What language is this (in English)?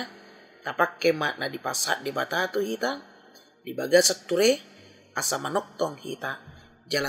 Batak Toba